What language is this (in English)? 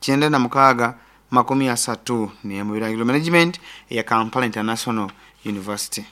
Nyoro